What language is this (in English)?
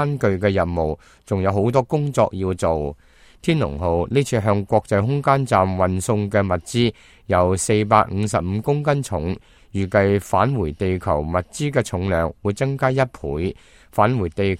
Cantonese